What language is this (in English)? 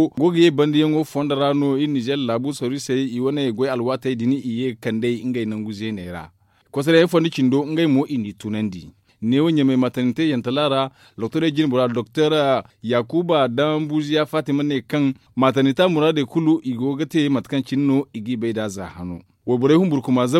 Zarma